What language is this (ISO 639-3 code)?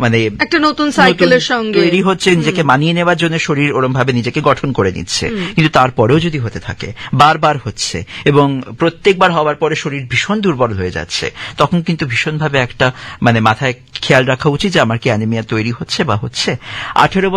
ben